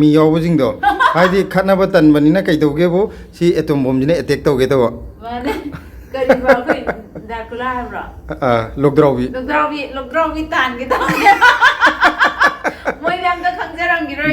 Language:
Manipuri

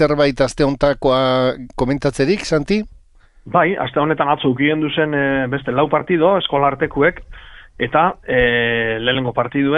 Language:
Basque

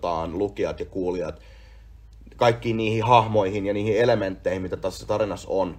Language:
Finnish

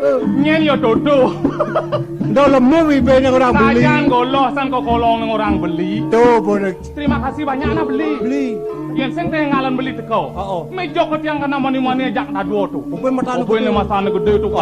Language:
Balinese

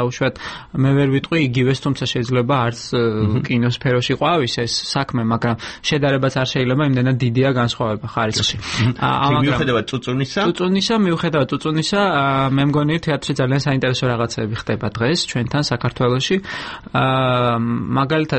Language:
Georgian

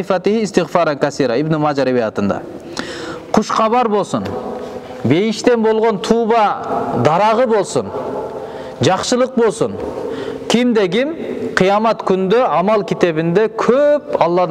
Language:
Kyrgyz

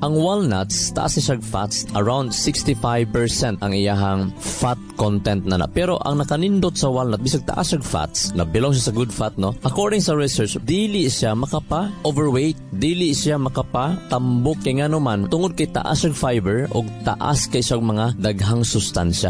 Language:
Cebuano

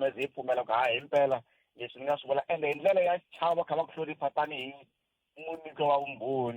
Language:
Tsonga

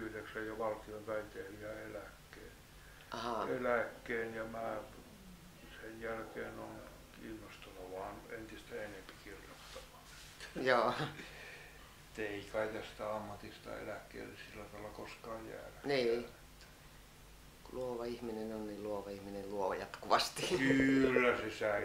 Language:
Finnish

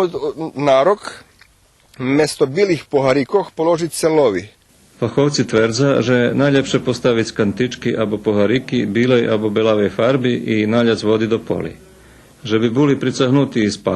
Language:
Rusyn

